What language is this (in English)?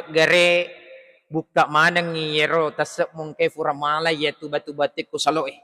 Buginese